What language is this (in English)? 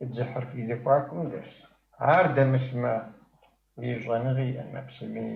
Kabardian